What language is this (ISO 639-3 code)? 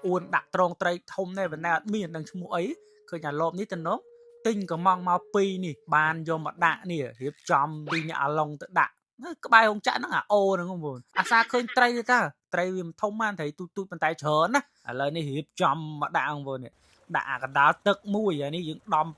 khm